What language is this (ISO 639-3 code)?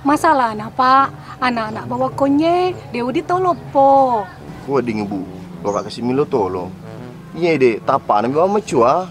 bug